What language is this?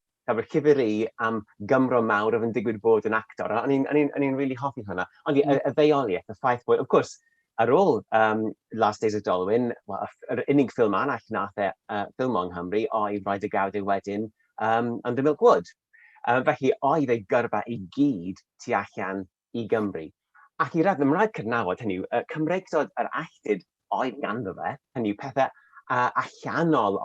Welsh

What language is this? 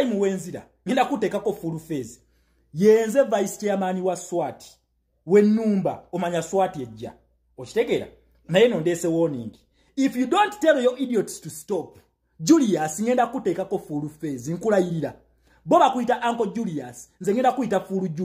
Ganda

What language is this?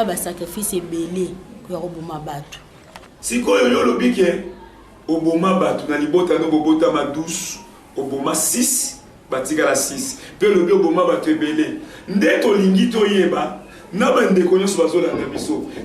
Lingala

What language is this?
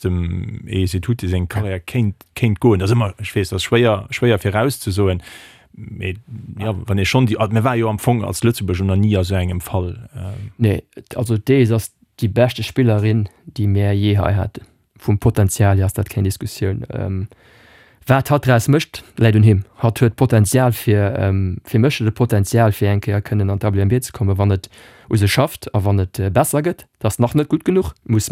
Luxembourgish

